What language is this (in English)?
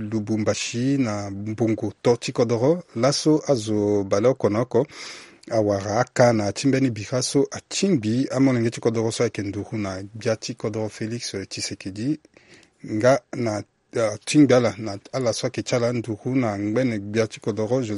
Sango